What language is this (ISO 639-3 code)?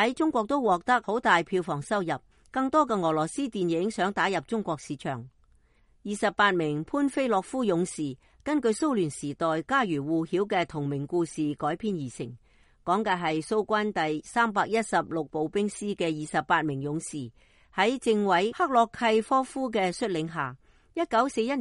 yue